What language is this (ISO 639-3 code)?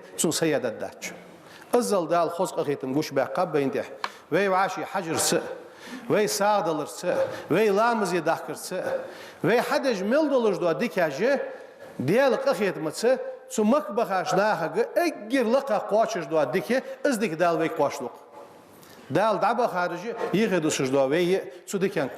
inh